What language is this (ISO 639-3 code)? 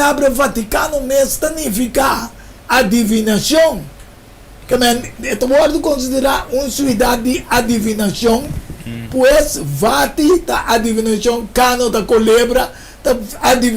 pap